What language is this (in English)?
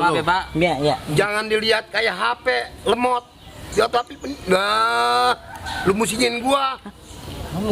Betawi